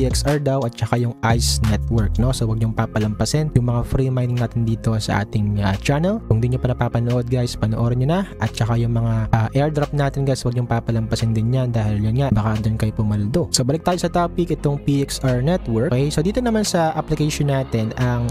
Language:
Filipino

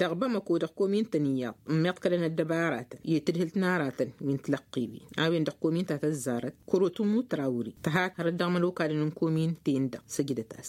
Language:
Tamasheq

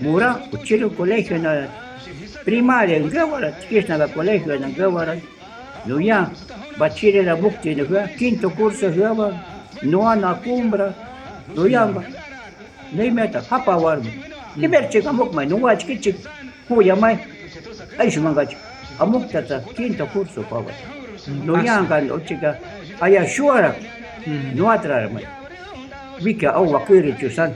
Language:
Shuar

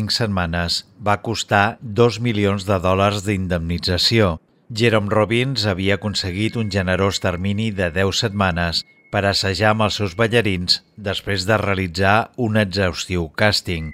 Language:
Catalan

